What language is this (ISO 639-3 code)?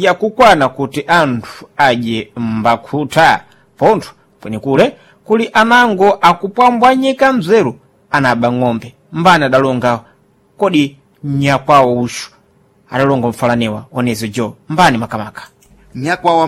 seh